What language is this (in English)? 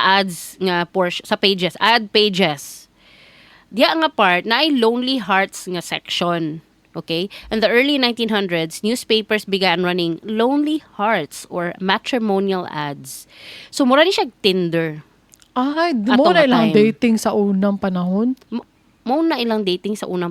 Cebuano